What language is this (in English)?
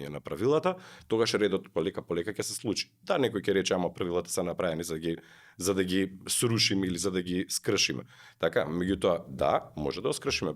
Macedonian